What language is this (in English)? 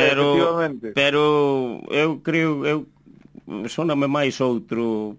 Galician